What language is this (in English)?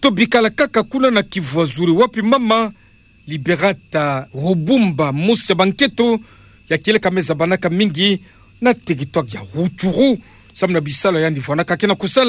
Kituba (Democratic Republic of Congo)